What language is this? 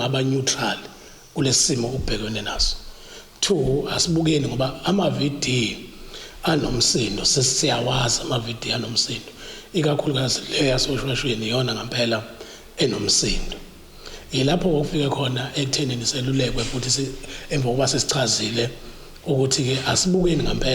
Zulu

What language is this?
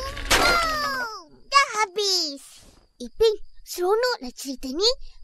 Malay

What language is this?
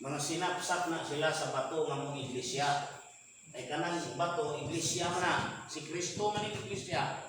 Cebuano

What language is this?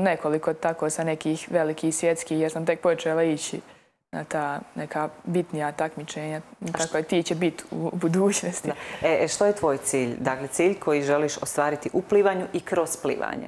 Croatian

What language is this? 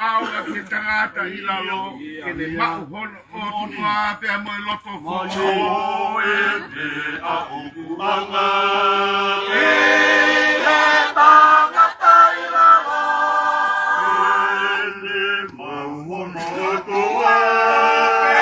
Tongan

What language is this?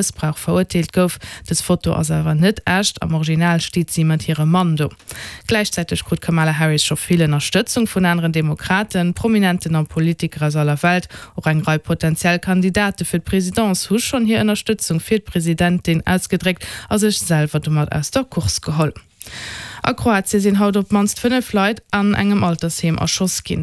Luxembourgish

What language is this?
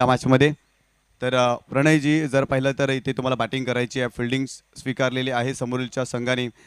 Marathi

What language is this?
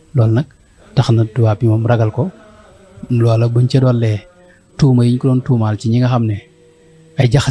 Wolof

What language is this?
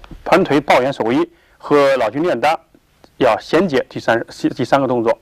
Chinese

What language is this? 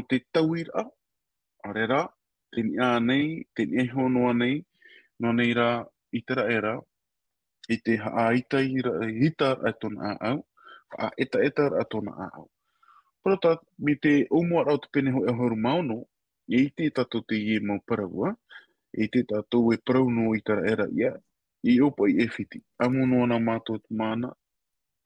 Tahitian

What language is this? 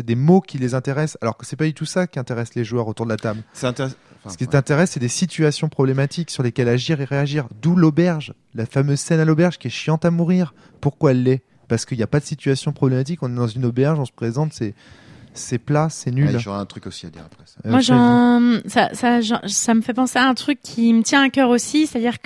French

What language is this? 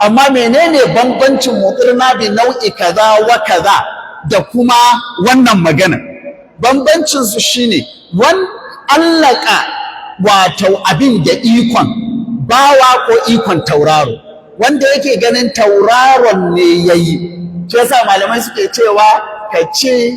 Hausa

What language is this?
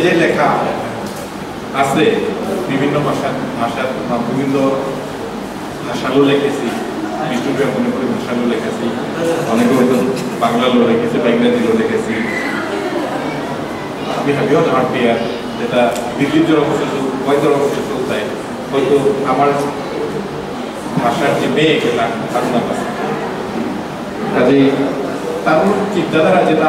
Bangla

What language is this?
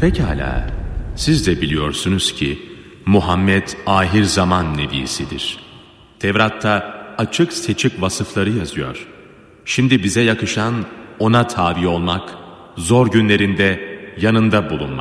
Turkish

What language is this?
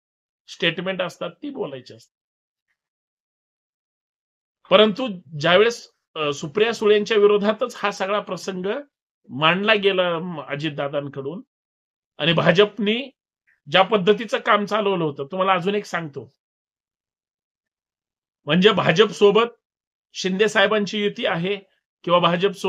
Marathi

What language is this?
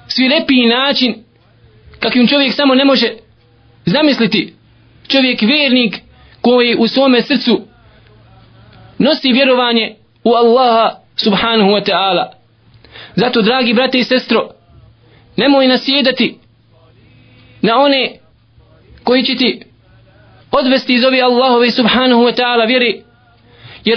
Bosnian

